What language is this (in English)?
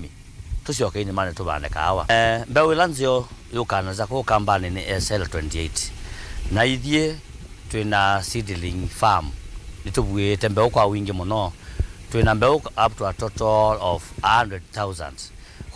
Kamba